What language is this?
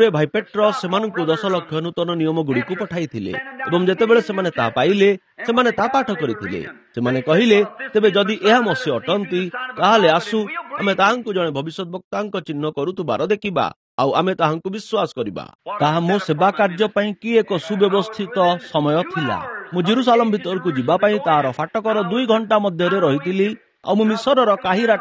Odia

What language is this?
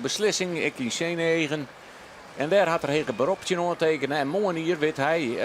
Western Frisian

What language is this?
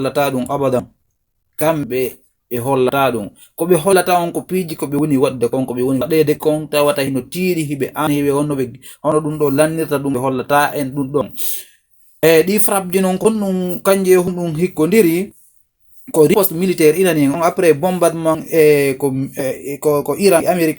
Fula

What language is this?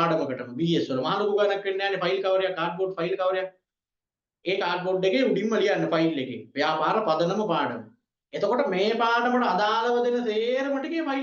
Sinhala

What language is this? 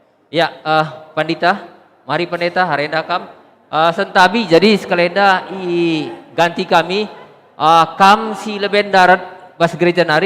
Batak Karo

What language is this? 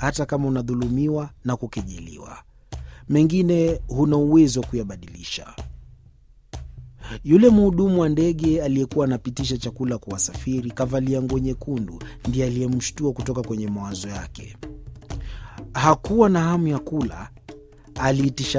Swahili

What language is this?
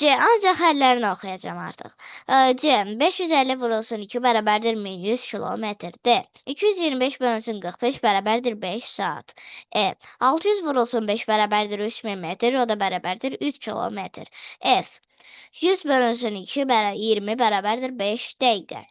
Azerbaijani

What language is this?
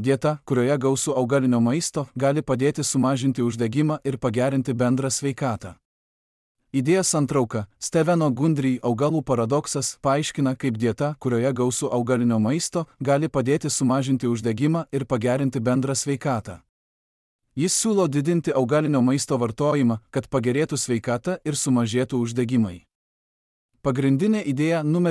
Lithuanian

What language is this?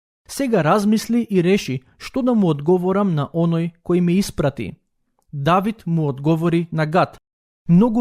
Macedonian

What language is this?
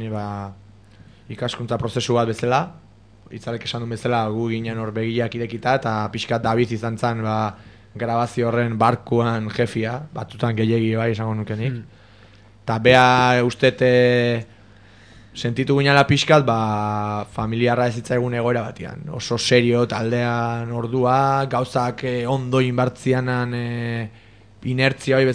Basque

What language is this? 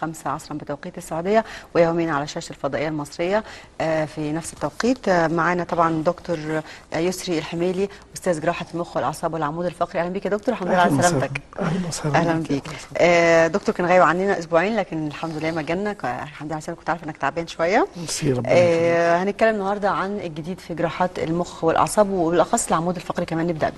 Egyptian Arabic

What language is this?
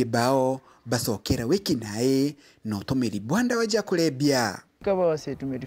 Meru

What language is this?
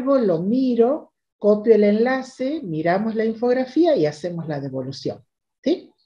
Spanish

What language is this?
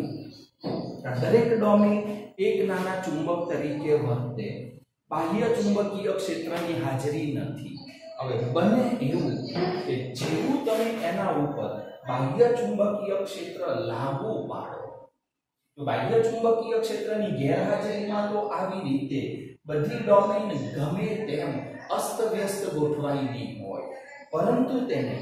Gujarati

